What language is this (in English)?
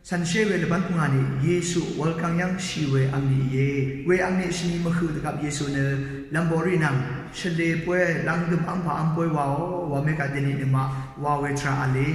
Rawang